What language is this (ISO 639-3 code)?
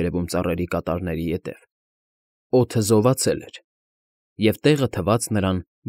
hye